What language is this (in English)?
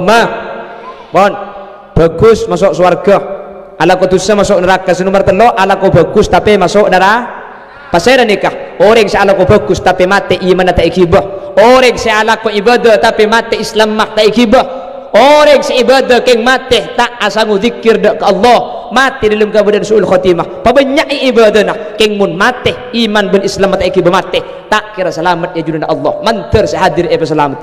Madurese